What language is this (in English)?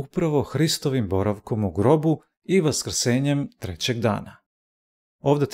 Serbian